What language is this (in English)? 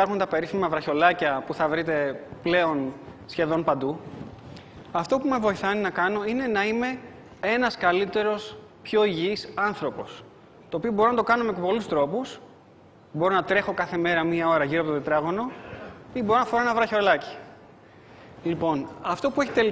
Greek